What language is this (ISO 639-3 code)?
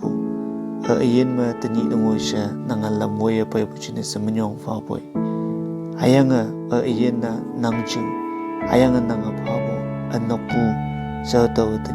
nbe